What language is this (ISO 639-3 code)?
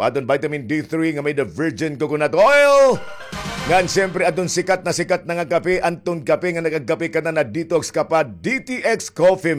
war